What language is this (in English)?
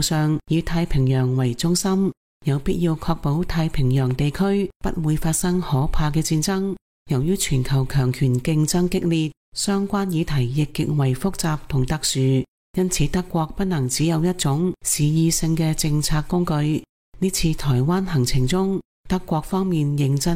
Cantonese